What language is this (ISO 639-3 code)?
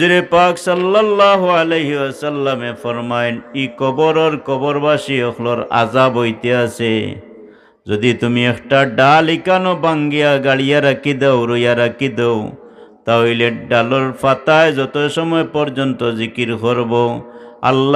syl